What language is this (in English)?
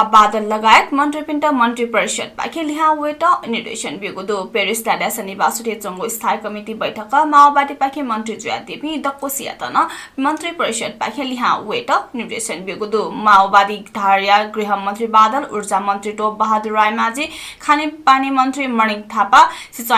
Newari